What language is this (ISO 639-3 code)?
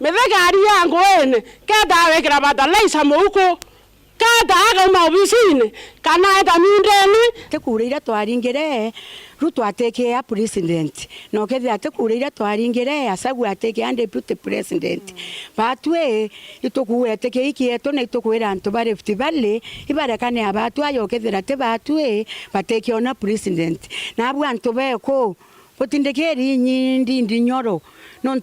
mer